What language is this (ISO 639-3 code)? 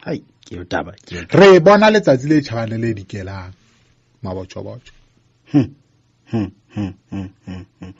sot